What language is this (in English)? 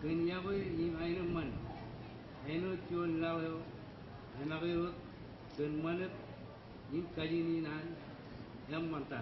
Marshallese